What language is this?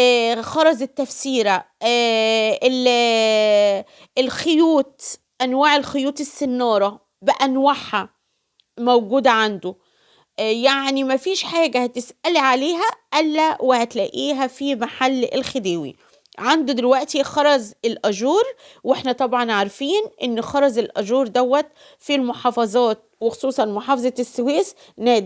Egyptian Arabic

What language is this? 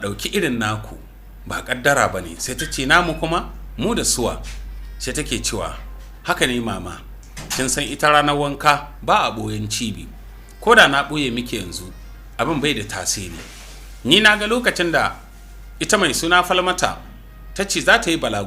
Hausa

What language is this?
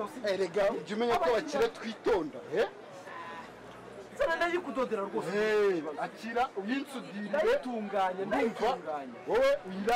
Kinyarwanda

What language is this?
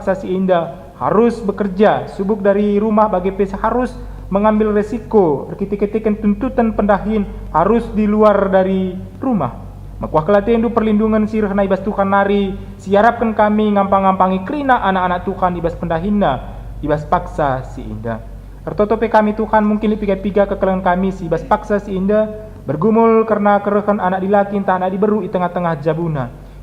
Batak Karo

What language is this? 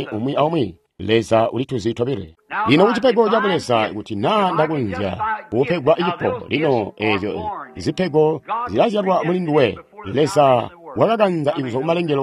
Tonga (Zambia)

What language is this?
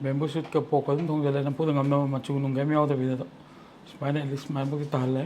Manipuri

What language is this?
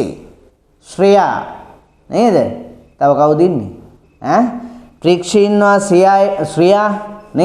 Sinhala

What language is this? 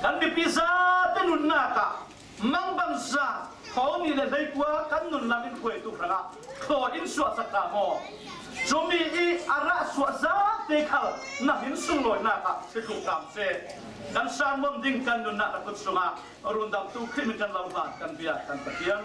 Falam Chin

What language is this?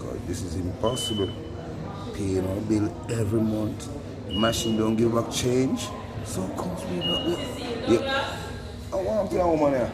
Jamaican Creole English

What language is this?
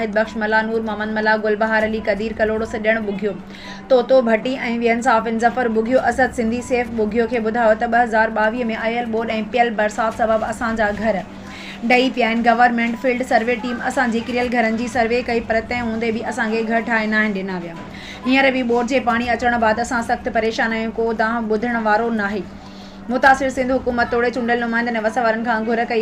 Sindhi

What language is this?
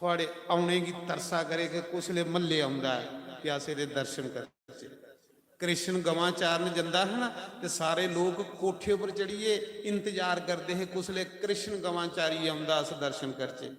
Dogri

